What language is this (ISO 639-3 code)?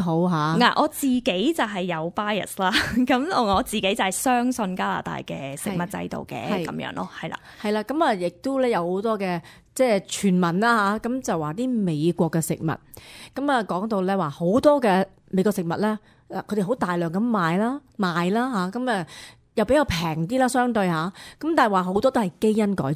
yue